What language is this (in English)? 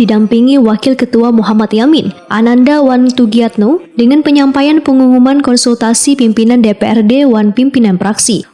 Banjar